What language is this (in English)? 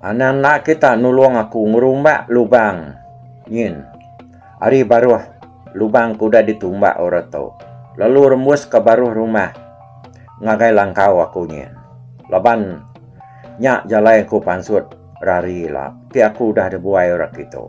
Iban